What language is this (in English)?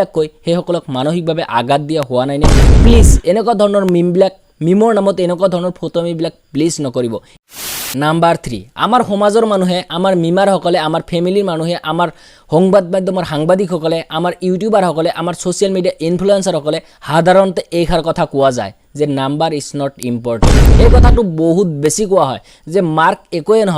Assamese